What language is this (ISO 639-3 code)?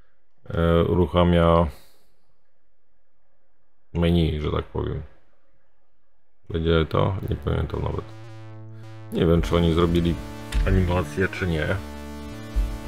pol